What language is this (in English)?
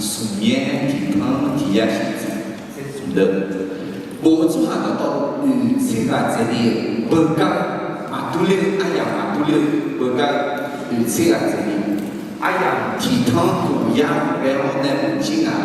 Akha